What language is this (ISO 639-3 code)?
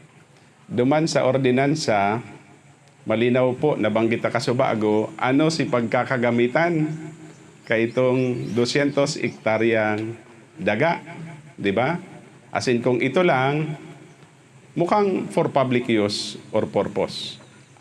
bik